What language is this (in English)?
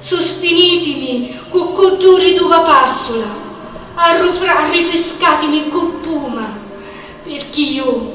Sicilian